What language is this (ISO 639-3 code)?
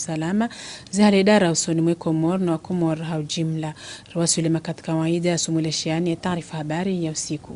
zdj